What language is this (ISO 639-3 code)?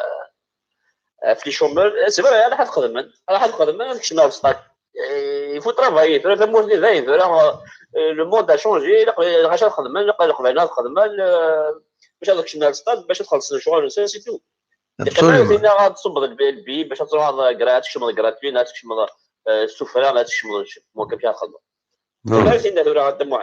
kab